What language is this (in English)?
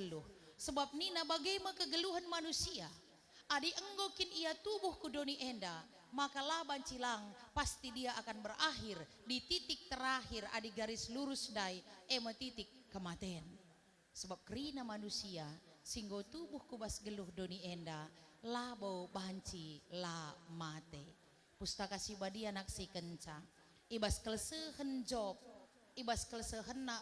Batak Karo